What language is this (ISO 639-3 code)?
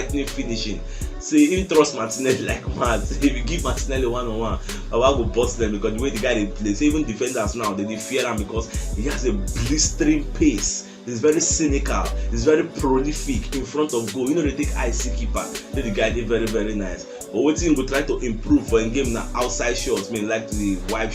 pcm